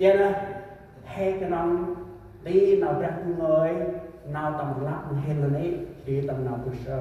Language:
Central Mnong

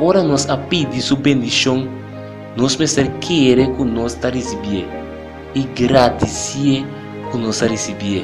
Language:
Papiamento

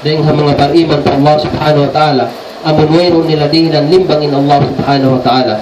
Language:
Tausug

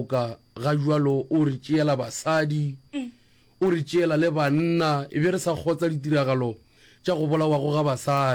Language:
Northern Sotho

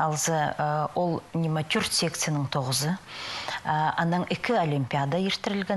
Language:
Khakas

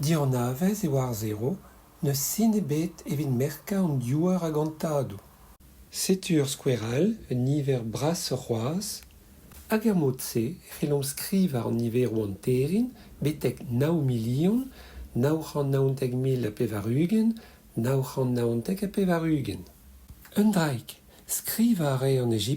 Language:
Breton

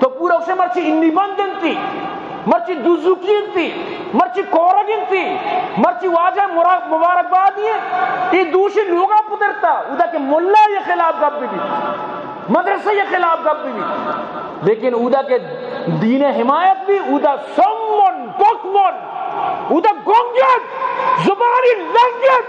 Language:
Eastern Balochi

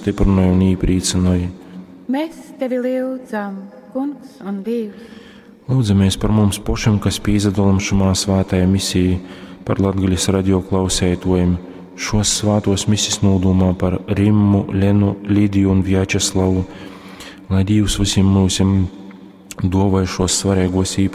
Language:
Latgalian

